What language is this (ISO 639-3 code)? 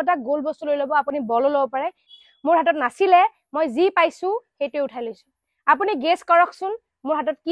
asm